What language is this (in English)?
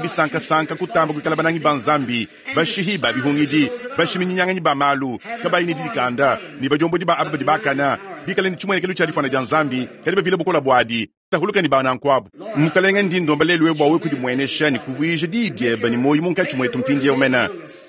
Luba-Lulua